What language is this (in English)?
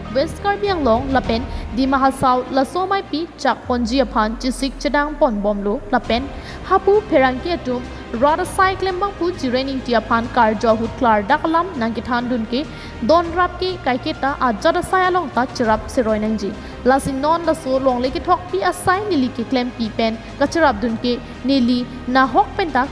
Karbi